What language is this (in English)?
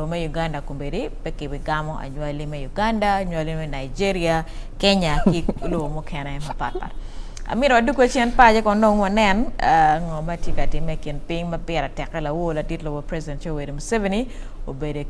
Acoli